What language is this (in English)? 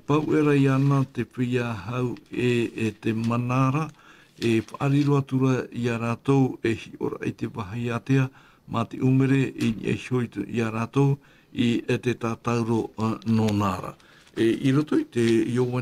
Tahitian